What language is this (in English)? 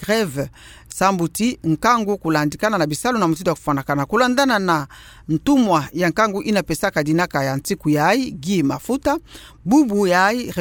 Kituba (Democratic Republic of Congo)